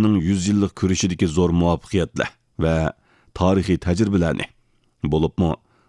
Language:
Uyghur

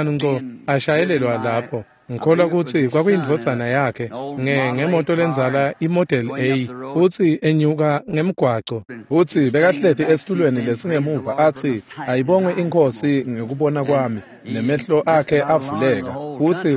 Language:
Swati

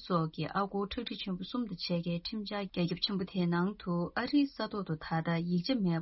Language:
Tibetan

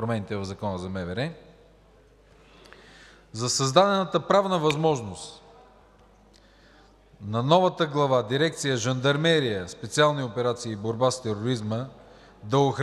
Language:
Bulgarian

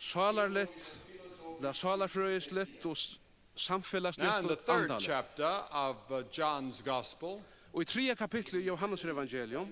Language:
Faroese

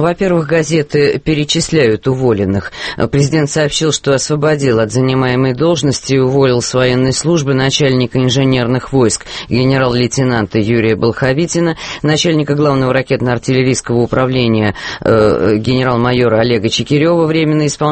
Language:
Russian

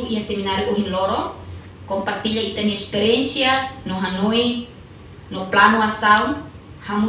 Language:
Tetum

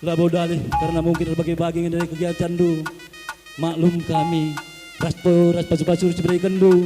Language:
Batak Karo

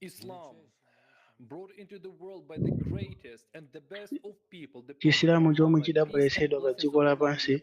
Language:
Nyanja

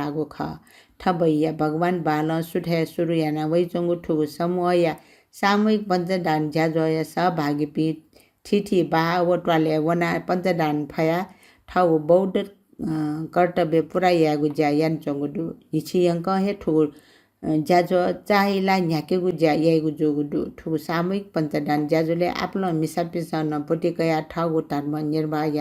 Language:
Newari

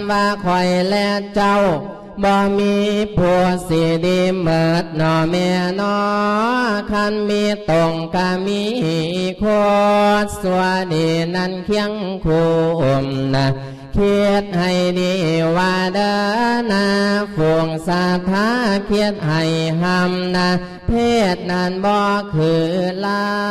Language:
Lao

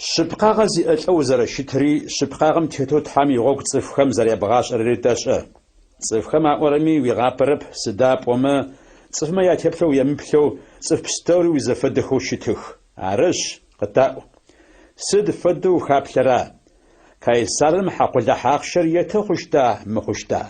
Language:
Adyghe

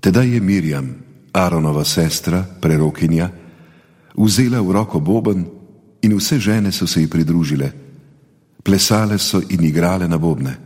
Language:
Slovenian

